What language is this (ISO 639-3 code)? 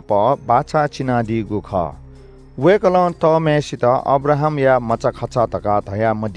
new